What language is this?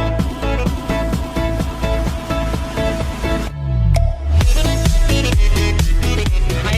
Hiligaynon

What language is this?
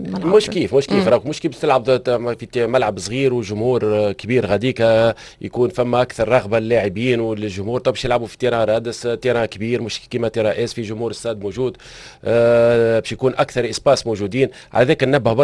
Tunisian Arabic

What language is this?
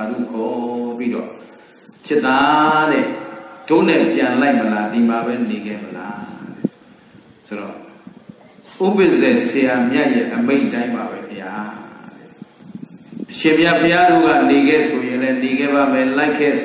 Burmese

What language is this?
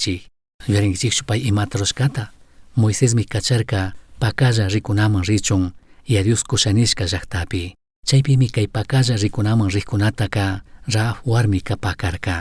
Chimborazo Highland Quichua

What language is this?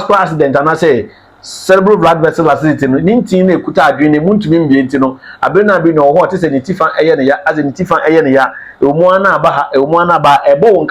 Akan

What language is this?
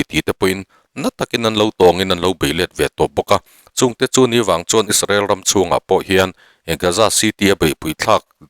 Mizo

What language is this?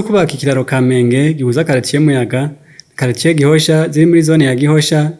Rundi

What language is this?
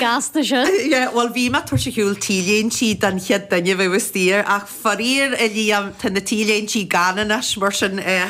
Irish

